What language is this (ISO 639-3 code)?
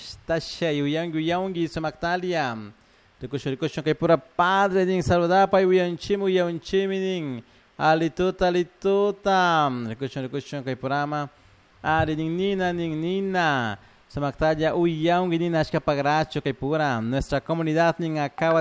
qug